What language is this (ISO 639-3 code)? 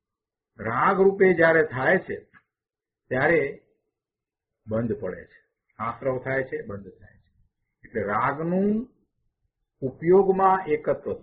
guj